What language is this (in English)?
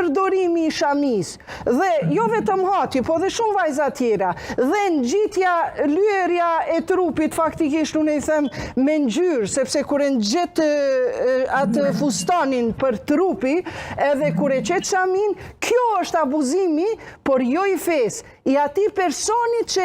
Albanian